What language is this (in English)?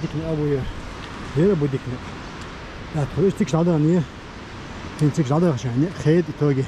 Chechen